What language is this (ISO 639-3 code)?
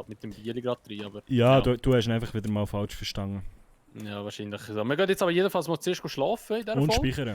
gsw